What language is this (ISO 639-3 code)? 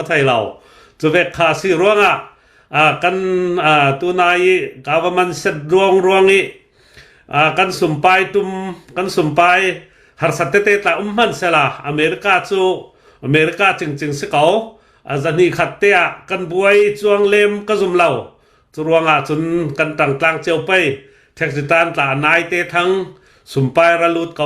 cnh